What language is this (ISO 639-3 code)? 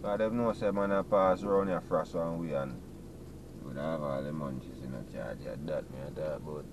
jam